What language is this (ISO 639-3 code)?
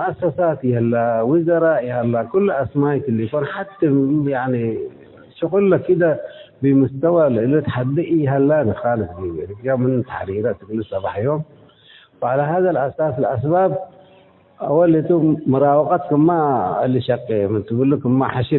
tig